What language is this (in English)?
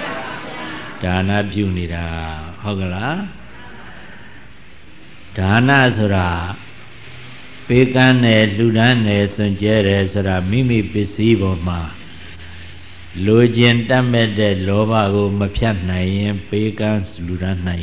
Burmese